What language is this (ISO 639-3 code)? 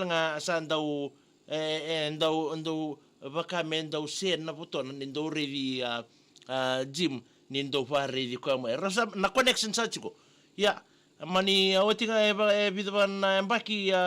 fij